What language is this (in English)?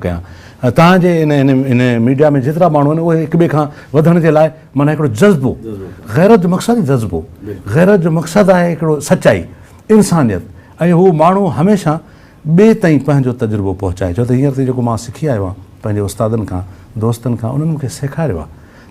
Sindhi